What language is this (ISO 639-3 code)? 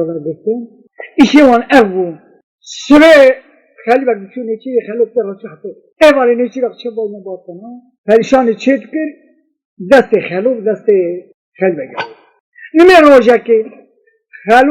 kur